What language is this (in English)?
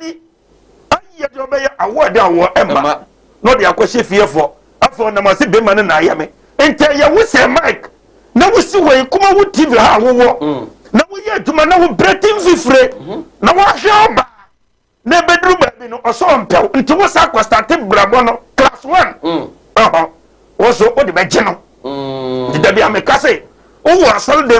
Akan